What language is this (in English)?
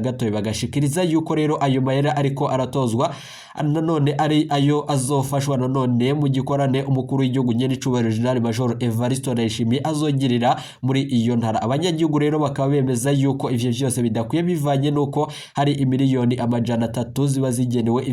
Rundi